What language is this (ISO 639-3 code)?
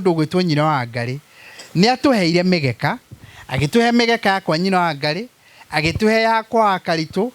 kik